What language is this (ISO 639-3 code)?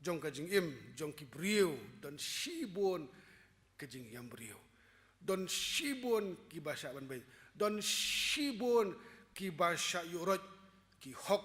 kha